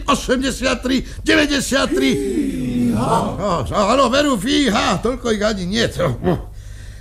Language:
Slovak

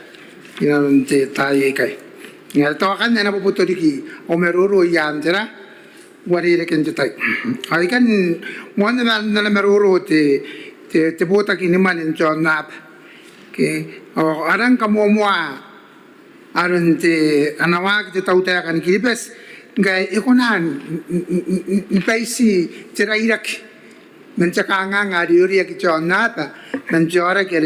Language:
Gilbertese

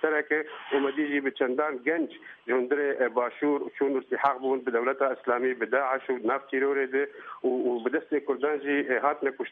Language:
Kurdish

